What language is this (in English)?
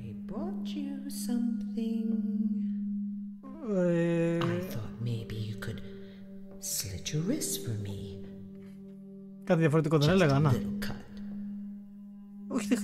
Greek